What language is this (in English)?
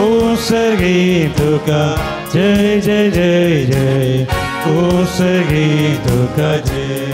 Konkani